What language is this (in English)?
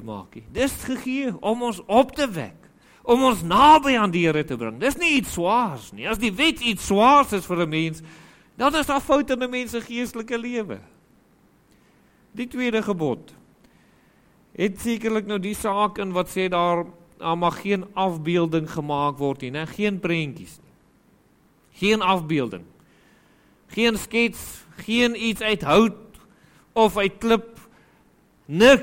Afrikaans